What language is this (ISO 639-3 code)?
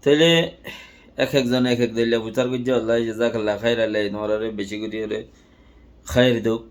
rhg